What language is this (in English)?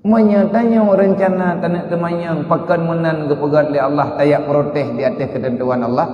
Achinese